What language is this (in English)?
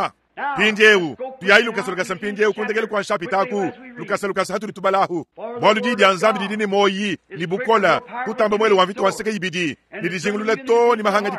Luba-Lulua